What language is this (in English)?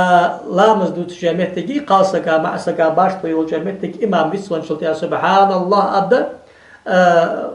Ingush